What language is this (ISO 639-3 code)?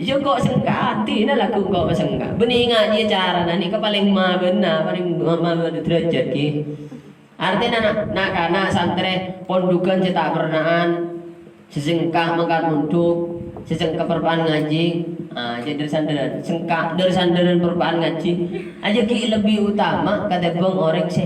mad